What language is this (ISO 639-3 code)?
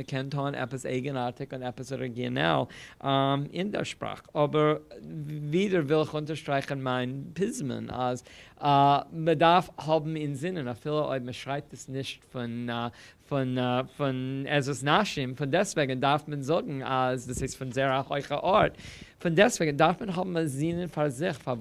yid